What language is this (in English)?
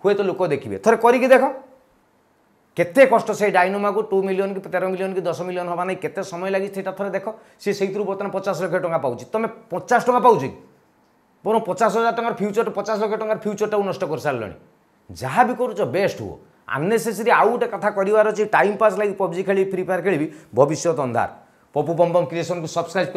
Odia